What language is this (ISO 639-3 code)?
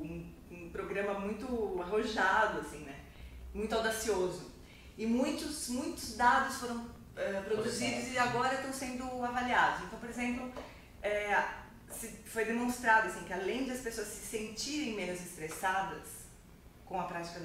por